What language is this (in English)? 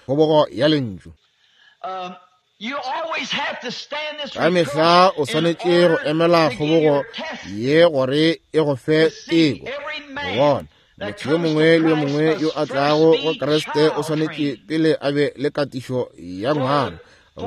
Northern Sotho